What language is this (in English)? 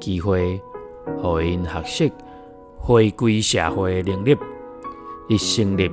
Min Nan Chinese